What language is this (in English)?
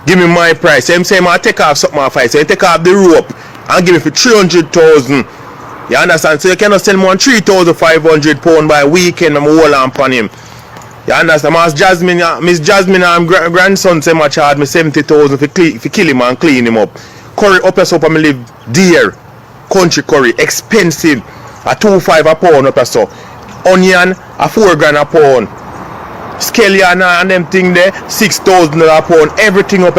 Jamaican Creole English